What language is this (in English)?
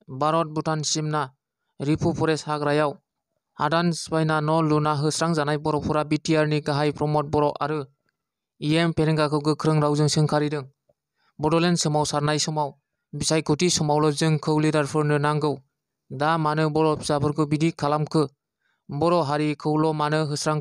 Bodo